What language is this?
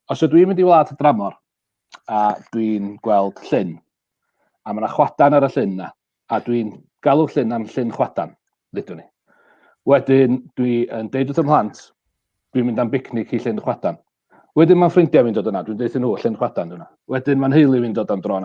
Welsh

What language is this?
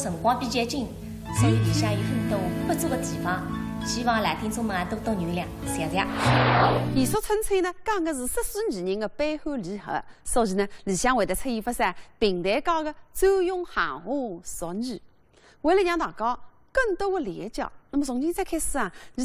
Wu Chinese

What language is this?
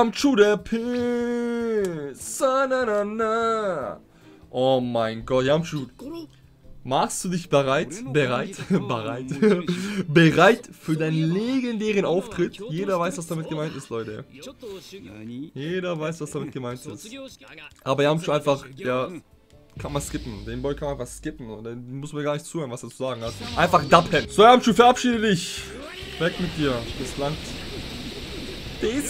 German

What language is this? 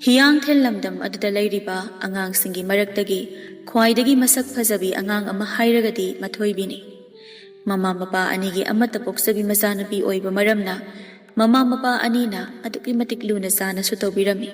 Manipuri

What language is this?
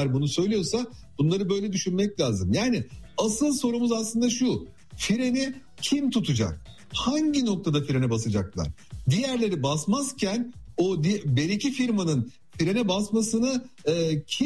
Turkish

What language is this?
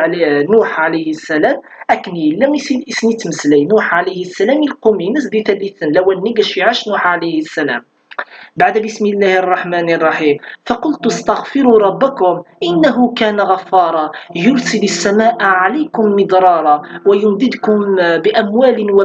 Kabyle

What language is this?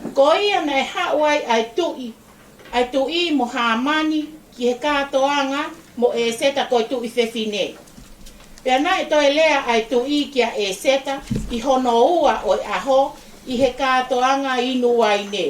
Tongan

